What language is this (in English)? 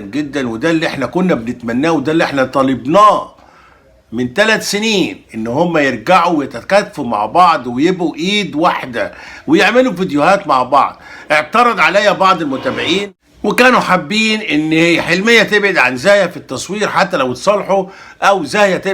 Egyptian Arabic